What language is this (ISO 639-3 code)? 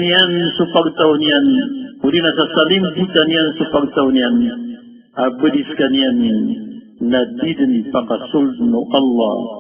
mrw